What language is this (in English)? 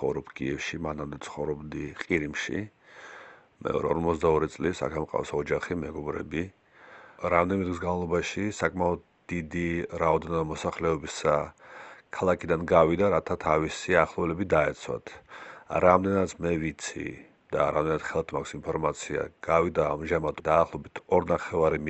Georgian